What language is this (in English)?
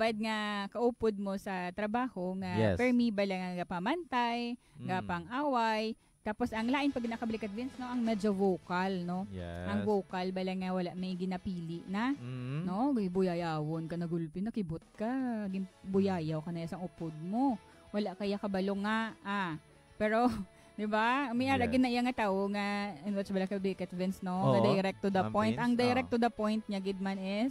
Hiligaynon